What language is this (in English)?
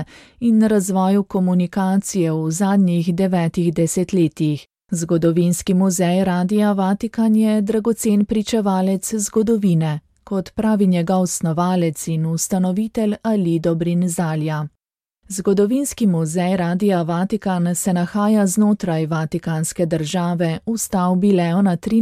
Slovenian